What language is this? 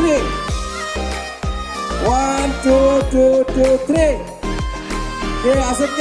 Bangla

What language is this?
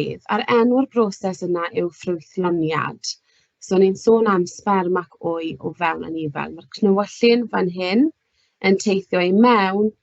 Welsh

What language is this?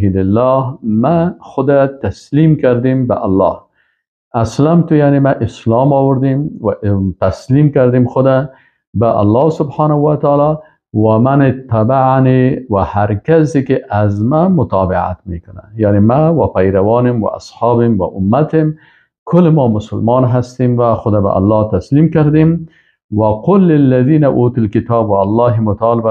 Persian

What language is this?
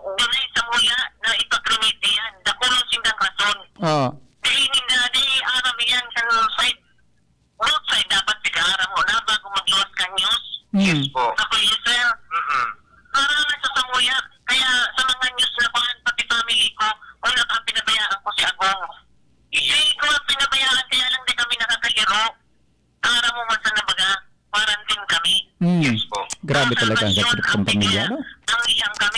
Bikol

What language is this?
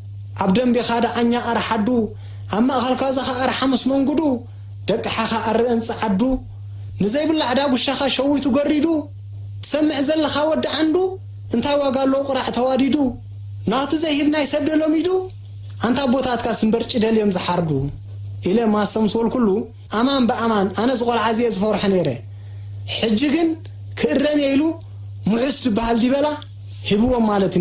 Tigrinya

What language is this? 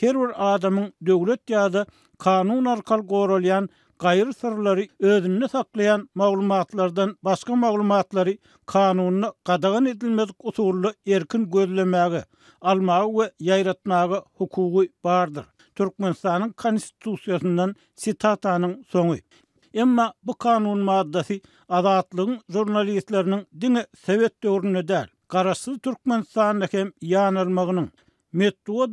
Turkmen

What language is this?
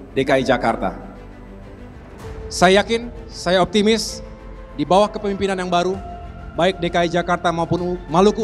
Indonesian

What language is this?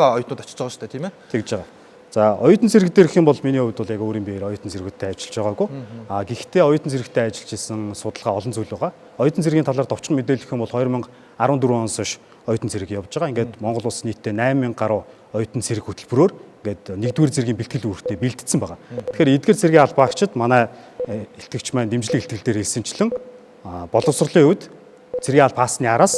Mongolian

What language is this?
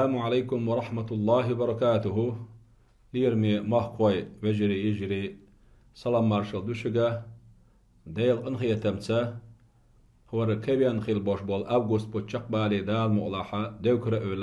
Chechen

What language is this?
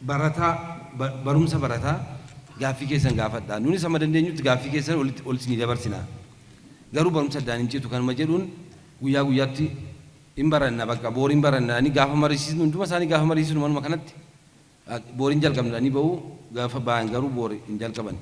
Oromo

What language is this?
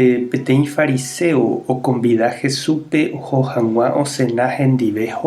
Guarani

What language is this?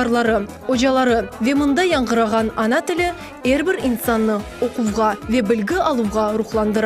Crimean Tatar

